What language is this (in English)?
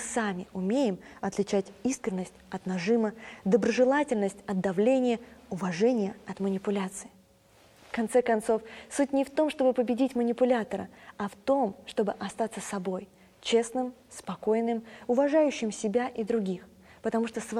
Russian